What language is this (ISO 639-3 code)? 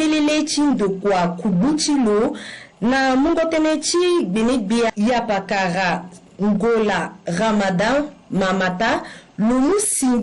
sag